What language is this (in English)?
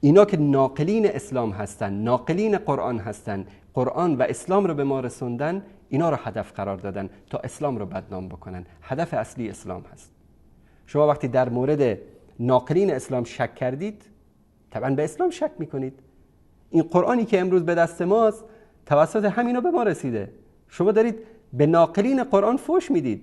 Persian